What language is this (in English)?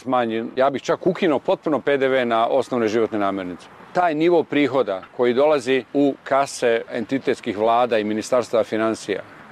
Bosnian